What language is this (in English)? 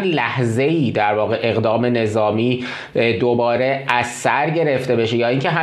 Persian